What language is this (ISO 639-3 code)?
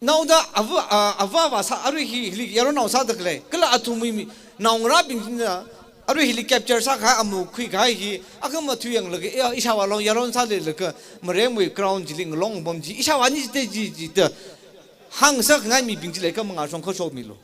nmf